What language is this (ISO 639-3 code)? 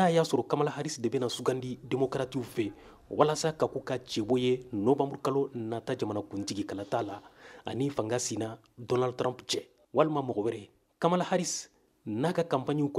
bam